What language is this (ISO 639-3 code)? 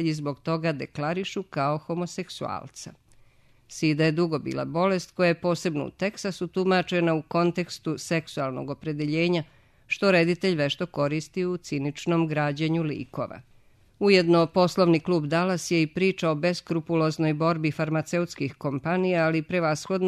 srp